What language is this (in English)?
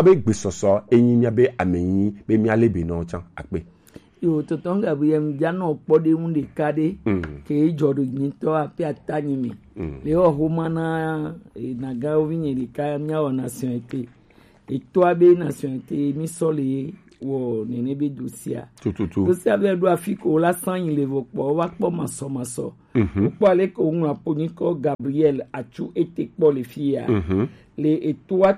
Gen